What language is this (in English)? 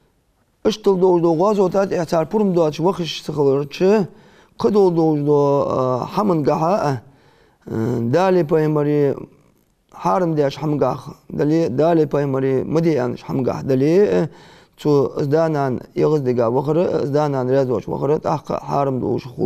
Ingush